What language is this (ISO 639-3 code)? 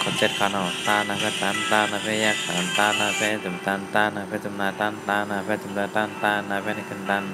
shn